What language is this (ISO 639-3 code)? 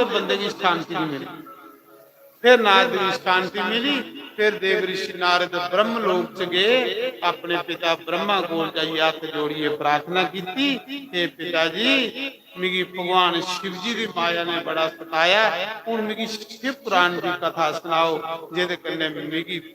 doi